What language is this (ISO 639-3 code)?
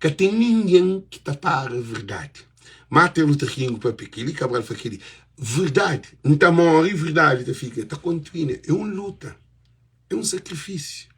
kea